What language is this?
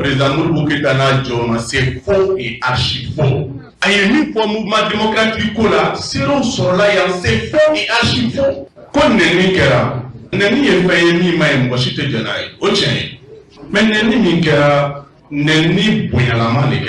Bambara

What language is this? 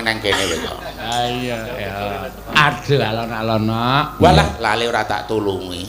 Javanese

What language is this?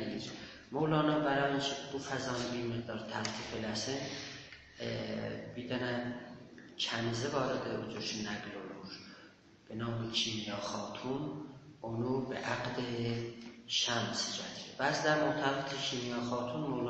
South Azerbaijani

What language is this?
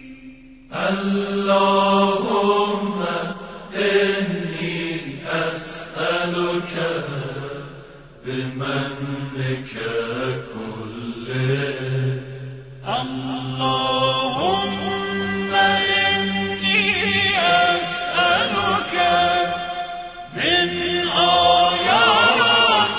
Arabic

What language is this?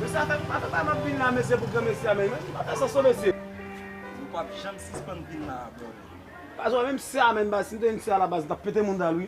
Haitian Creole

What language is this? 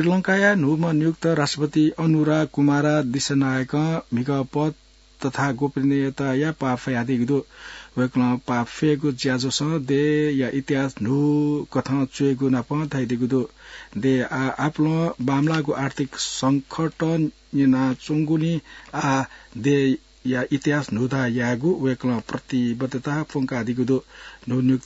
Newari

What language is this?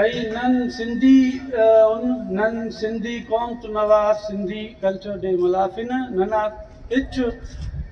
Brahui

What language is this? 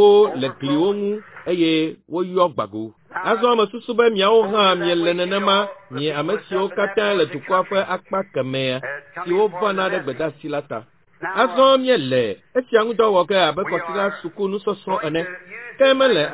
Ewe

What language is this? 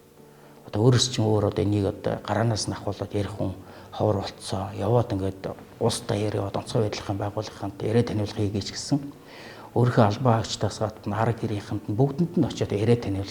Mongolian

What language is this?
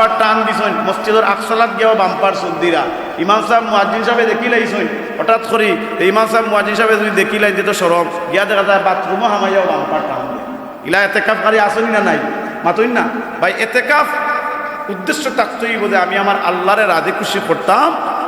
Sylheti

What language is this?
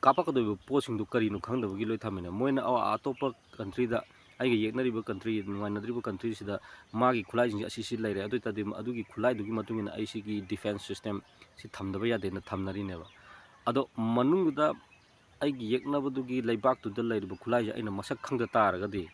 Manipuri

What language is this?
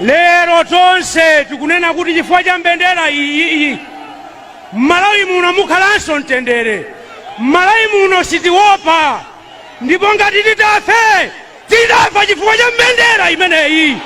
Nyanja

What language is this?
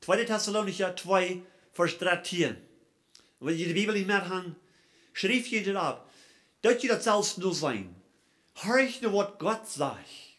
Plautdietsch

